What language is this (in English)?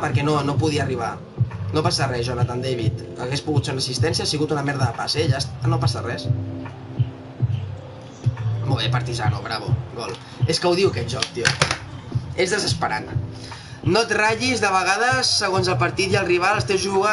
Catalan